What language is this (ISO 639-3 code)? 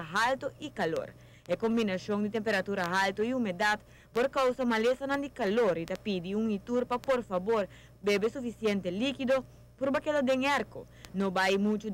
pap